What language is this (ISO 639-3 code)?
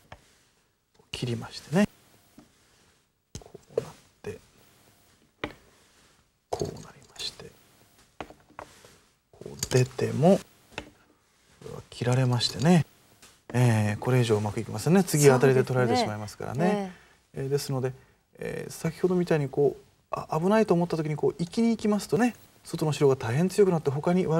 jpn